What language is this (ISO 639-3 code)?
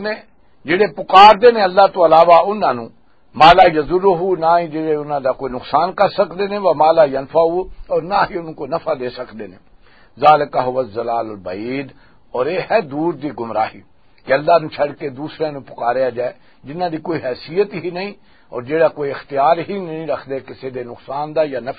lah